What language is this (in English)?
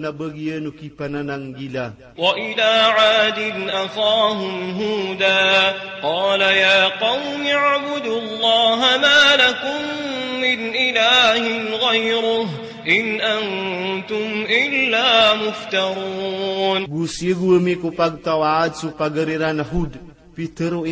Maranao